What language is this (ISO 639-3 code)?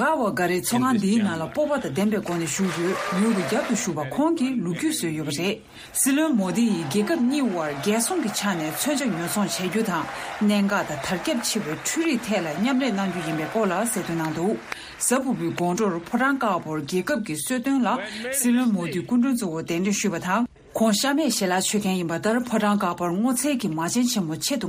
bod